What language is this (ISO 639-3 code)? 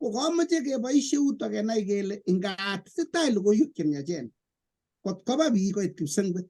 kln